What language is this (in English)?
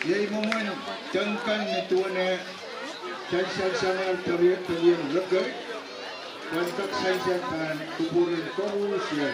Pohnpeian